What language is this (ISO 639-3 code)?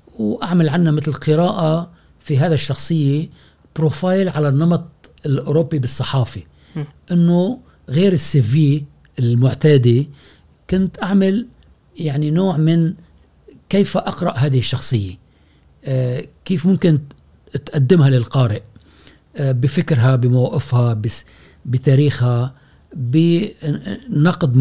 afb